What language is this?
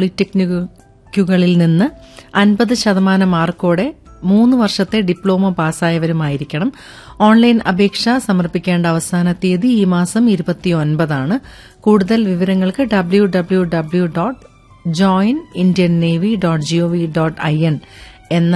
Malayalam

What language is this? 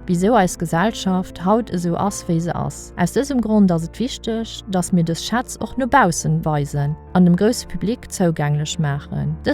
Luxembourgish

